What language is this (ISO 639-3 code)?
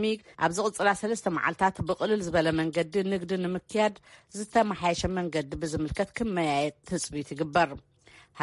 tir